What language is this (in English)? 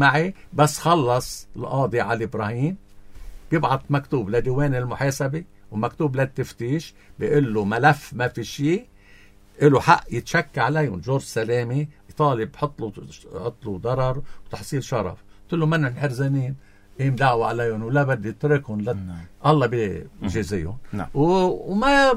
North Levantine Arabic